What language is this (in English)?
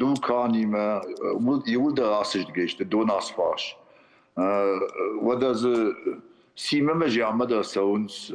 Ossetic